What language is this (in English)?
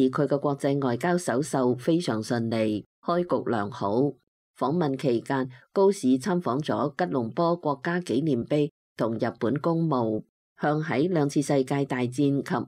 Cantonese